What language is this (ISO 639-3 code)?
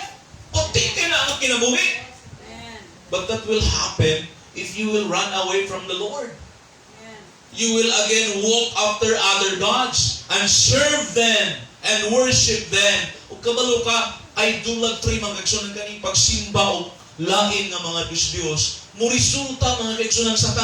ceb